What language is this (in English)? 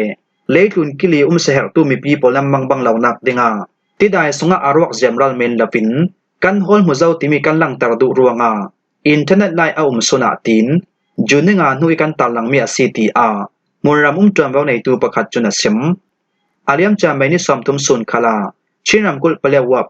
Falam Chin